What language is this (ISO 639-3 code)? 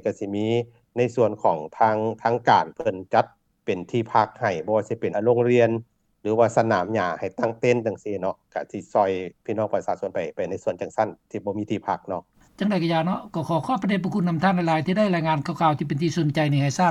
lao